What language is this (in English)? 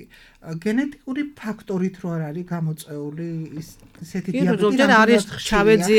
Georgian